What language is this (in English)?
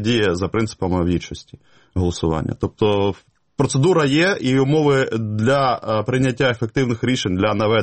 Ukrainian